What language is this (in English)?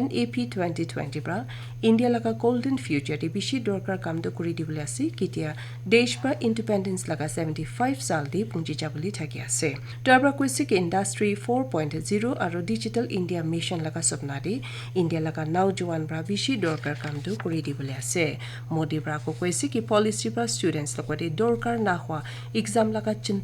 Naga Pidgin